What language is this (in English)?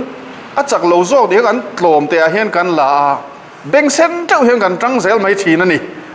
Mizo